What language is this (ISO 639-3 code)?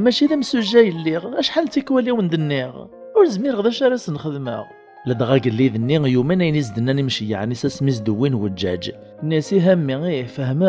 kab